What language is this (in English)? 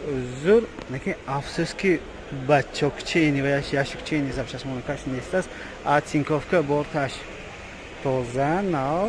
Tajik